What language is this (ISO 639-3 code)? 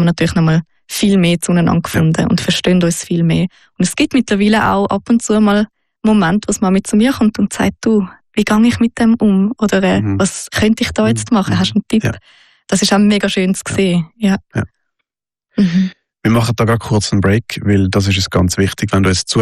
deu